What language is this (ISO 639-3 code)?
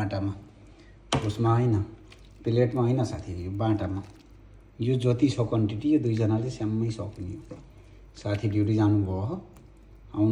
nep